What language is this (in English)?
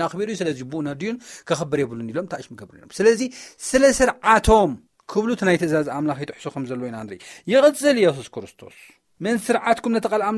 Tigrinya